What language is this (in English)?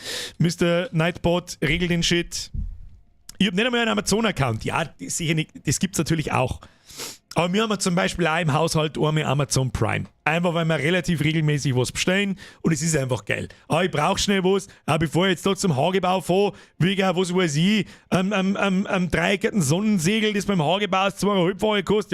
Bavarian